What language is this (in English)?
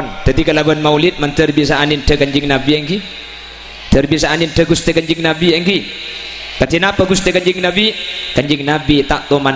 Madurese